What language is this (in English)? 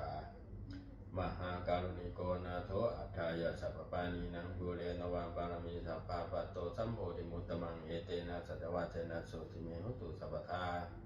Pali